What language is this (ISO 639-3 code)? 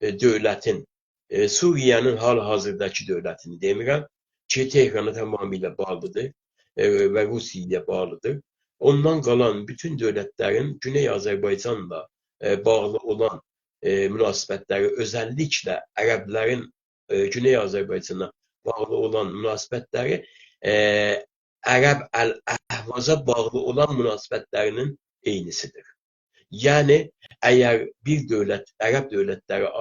azb